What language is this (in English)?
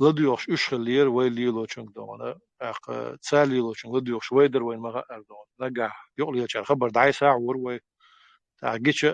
Chechen